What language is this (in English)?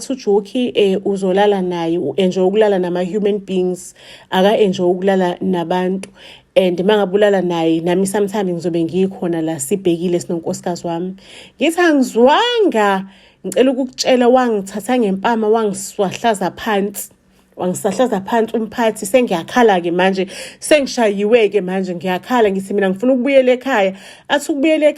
Zulu